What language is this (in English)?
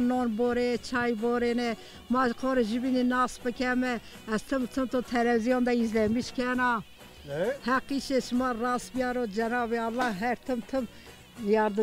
Zaza